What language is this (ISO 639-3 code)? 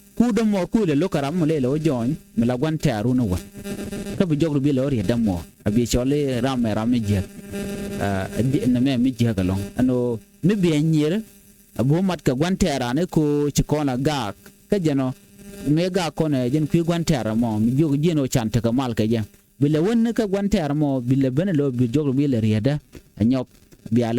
nus